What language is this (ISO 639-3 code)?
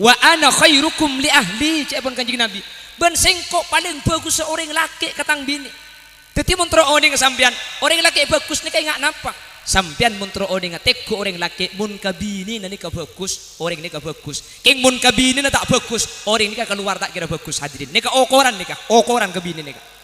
mad